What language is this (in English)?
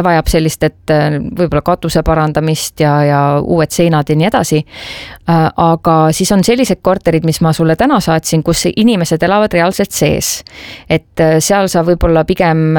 Estonian